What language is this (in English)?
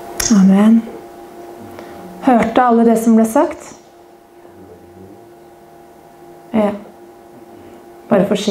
Norwegian